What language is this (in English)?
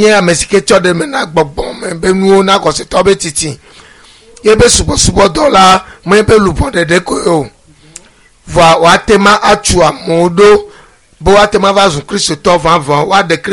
Ewe